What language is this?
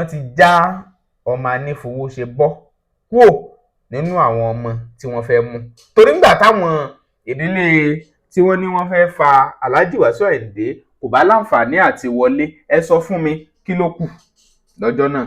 Yoruba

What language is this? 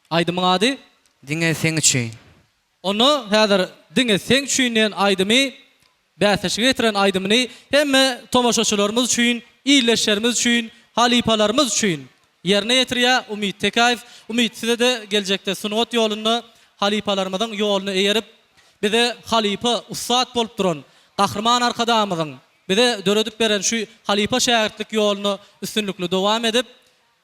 Turkmen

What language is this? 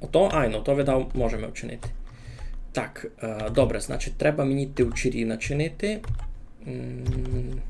Rusyn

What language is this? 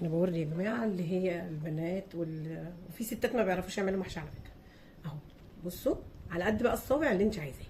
Egyptian Arabic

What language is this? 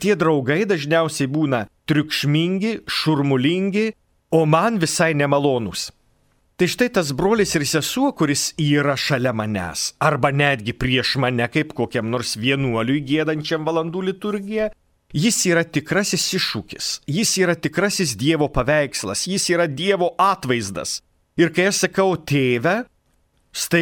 Lithuanian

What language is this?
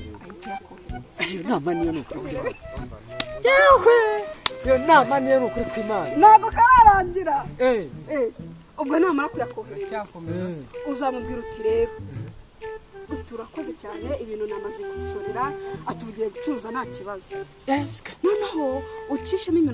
Kinyarwanda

